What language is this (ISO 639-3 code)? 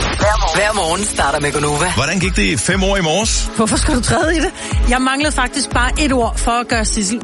dan